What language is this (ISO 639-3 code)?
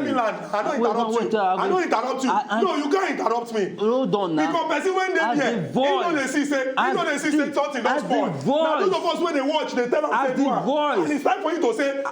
pcm